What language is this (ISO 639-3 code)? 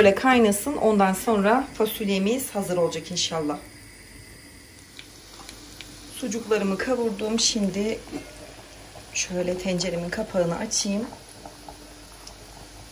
tur